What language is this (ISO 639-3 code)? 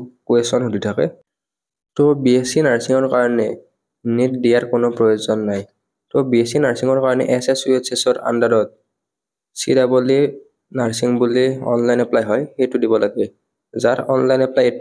asm